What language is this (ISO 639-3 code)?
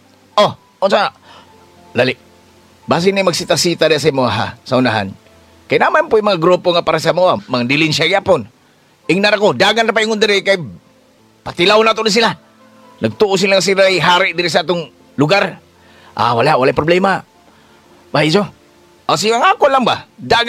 ceb